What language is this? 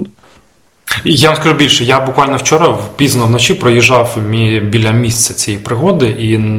Ukrainian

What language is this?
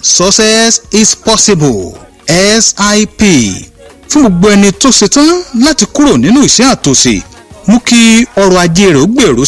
Yoruba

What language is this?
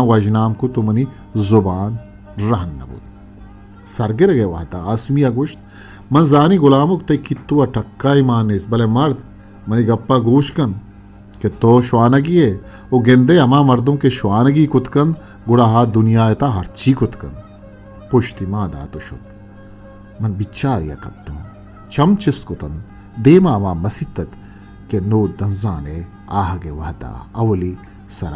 Eastern Balochi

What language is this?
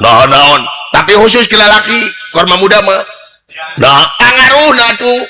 Sundanese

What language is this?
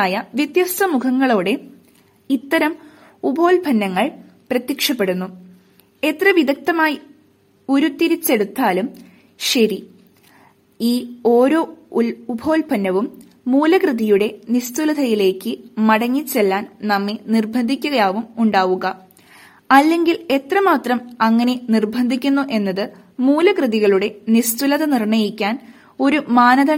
Malayalam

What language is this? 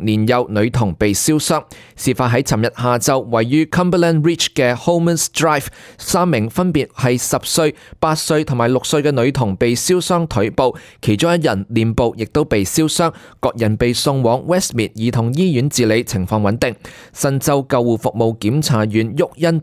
Cantonese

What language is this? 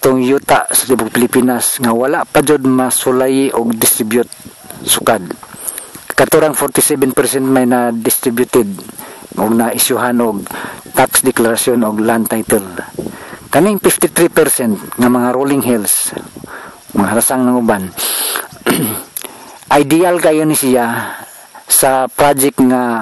Cebuano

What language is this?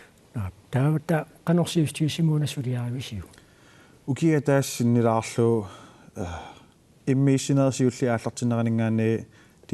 Kalaallisut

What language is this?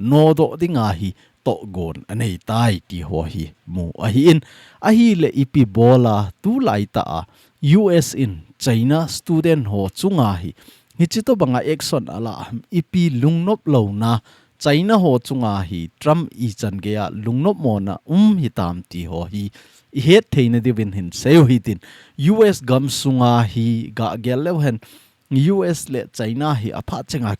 Thado Chin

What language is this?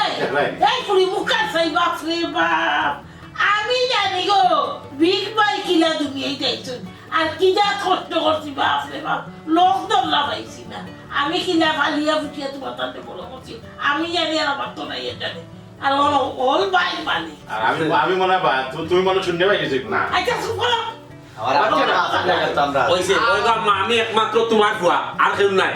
Sylheti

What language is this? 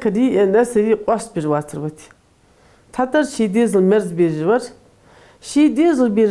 Ingush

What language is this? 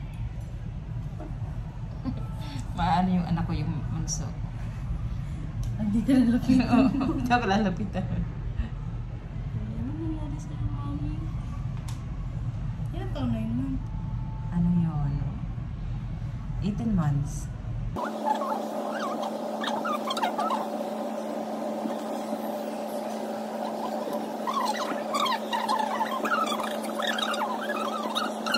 Filipino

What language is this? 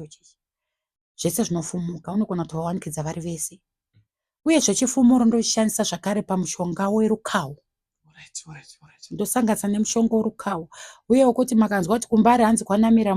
Shona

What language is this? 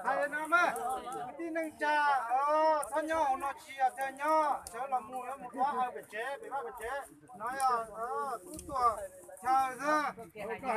Hmong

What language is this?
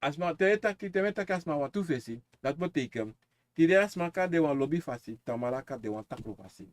Sranan Tongo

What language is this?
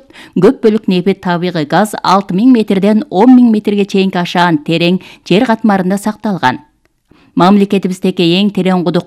Kyrgyz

